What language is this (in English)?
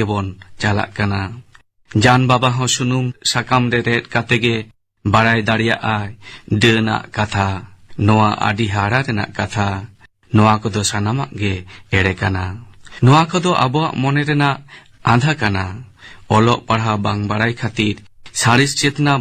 Santali